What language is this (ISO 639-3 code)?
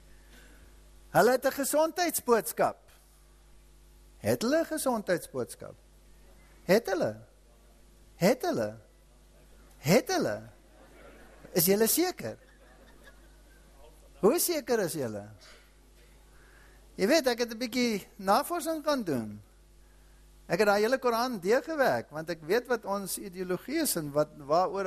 afr